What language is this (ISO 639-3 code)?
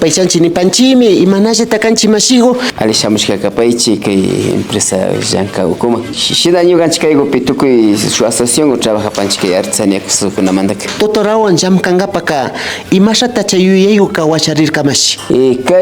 qvi